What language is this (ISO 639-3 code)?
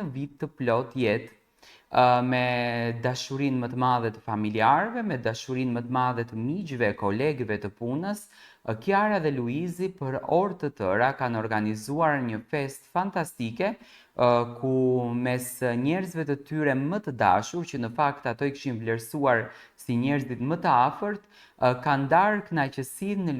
sqi